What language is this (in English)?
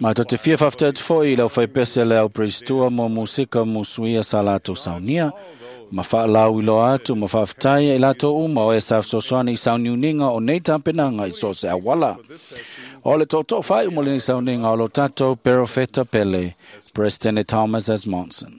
Samoan